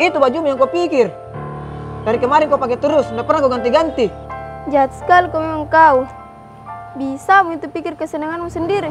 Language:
Makassar Malay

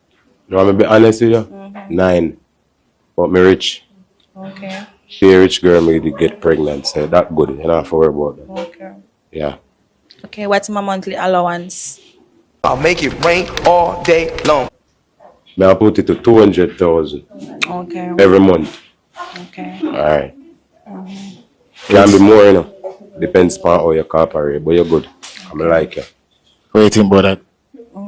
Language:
Jamaican Creole English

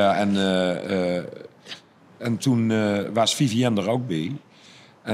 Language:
Limburgish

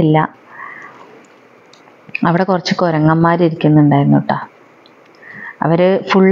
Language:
Malayalam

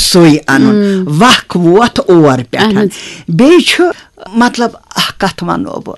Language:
Kashmiri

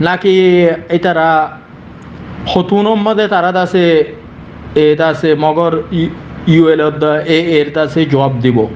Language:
Rohingya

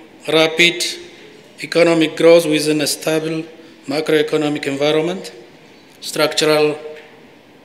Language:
English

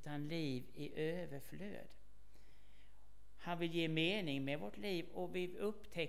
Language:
Swedish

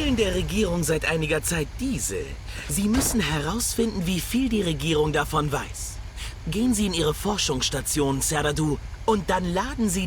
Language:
Bavarian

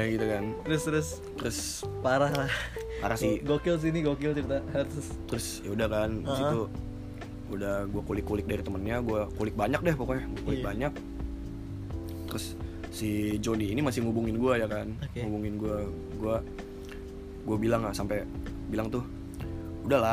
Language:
Indonesian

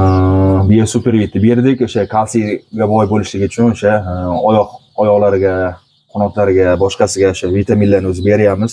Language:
Uzbek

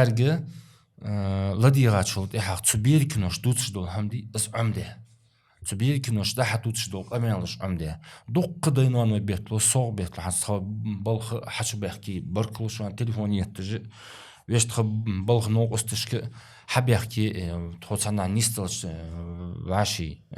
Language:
Ingush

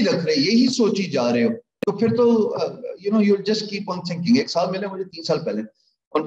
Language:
Urdu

